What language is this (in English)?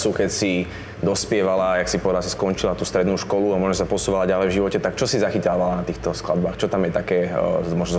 Slovak